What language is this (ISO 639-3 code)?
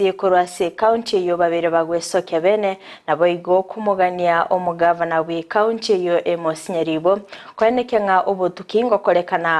guz